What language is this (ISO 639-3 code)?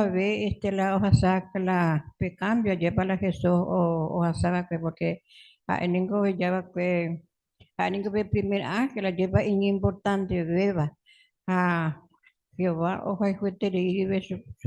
grn